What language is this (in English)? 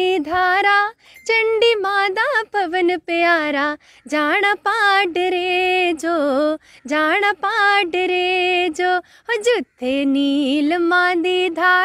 Dogri